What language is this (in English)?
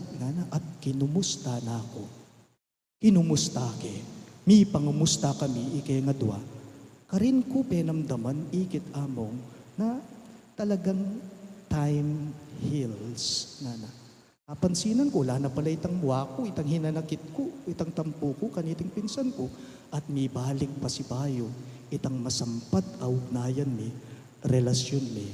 Pampanga